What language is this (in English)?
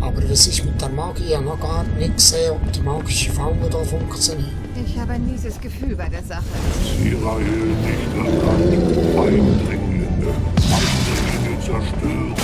Swiss German